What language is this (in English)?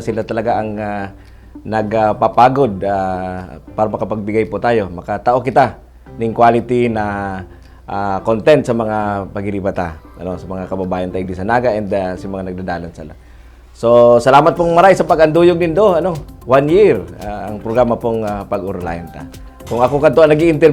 Bikol